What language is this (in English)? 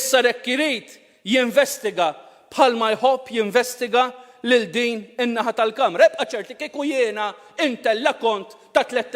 Maltese